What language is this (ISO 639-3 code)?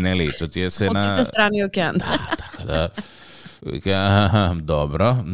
mkd